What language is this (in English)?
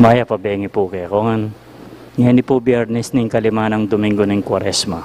Pampanga